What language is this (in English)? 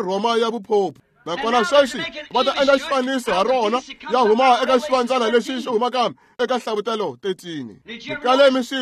Tsonga